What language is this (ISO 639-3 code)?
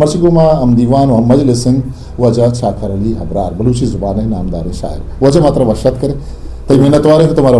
bgp